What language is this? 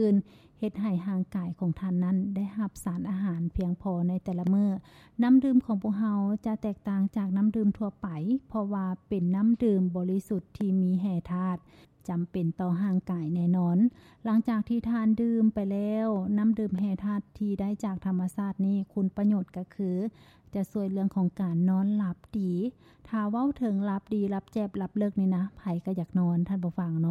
Lao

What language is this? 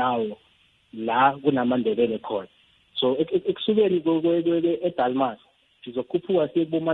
South Ndebele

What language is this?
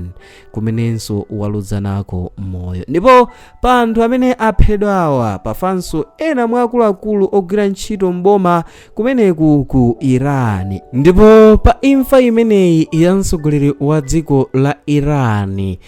Nyanja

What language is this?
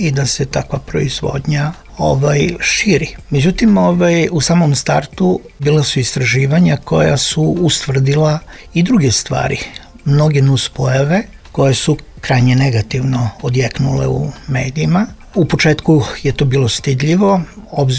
Serbian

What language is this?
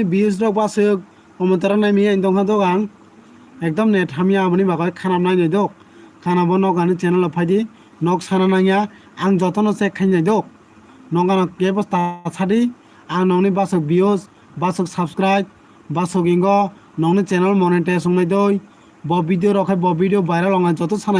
Kok Borok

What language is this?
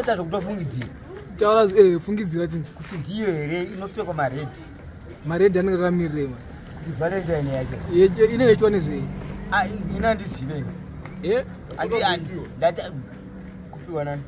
Shona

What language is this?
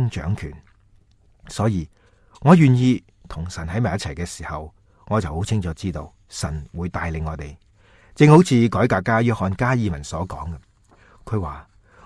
Cantonese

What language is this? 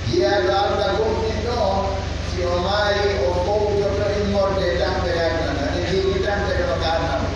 Pular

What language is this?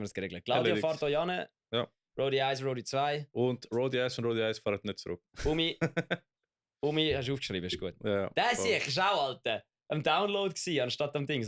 Swiss German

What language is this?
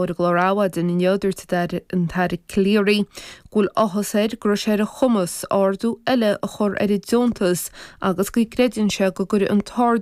Irish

